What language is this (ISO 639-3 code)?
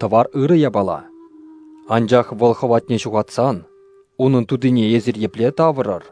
chv